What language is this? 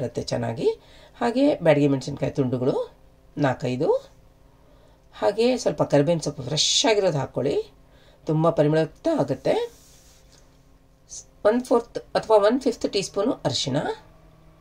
Kannada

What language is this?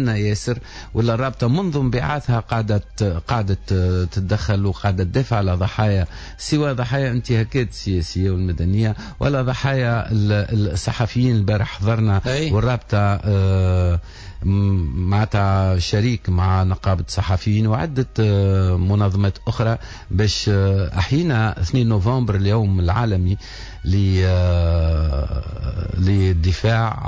Tunisian Arabic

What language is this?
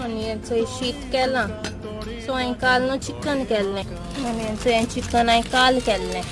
Konkani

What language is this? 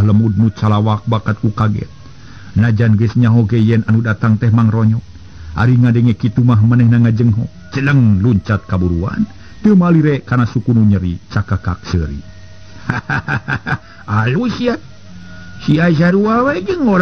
Sundanese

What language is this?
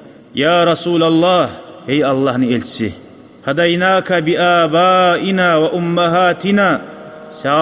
Kumyk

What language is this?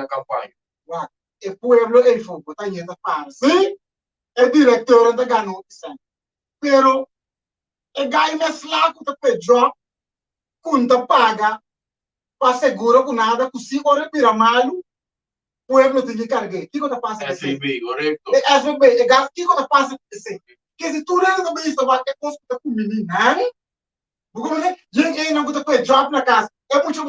Papiamento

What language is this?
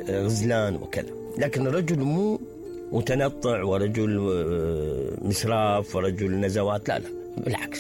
Mesopotamian Arabic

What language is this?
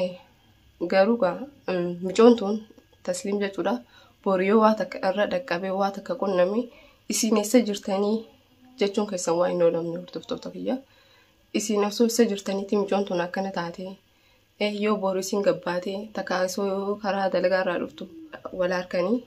Oromo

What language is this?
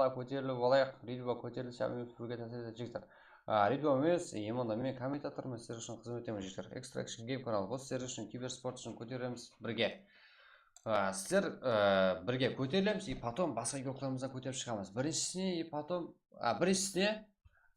Kara-Kalpak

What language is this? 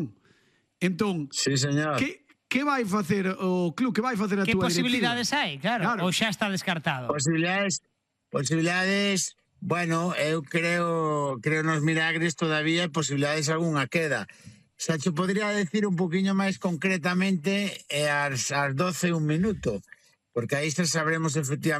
Galician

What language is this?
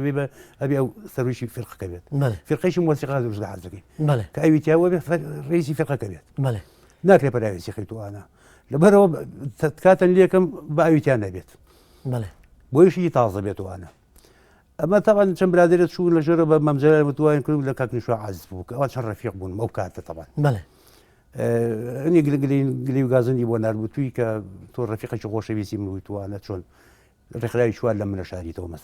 Central Kurdish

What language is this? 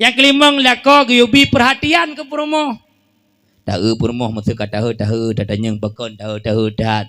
Achinese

